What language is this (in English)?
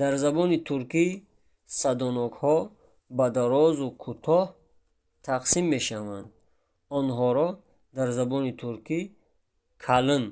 Tajik